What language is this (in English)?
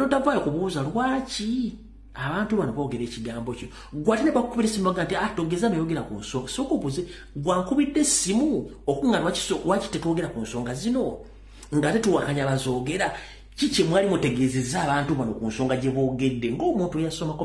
Ganda